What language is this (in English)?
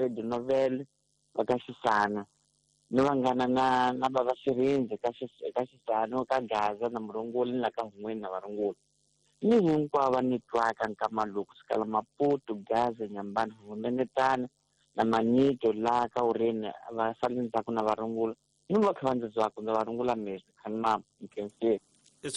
Tsonga